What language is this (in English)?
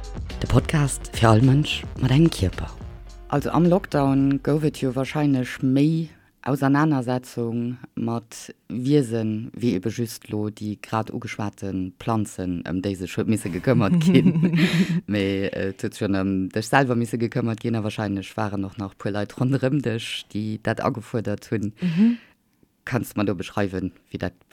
Luxembourgish